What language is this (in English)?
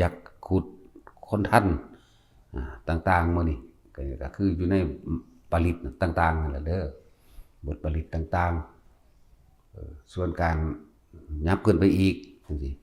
Northeastern Thai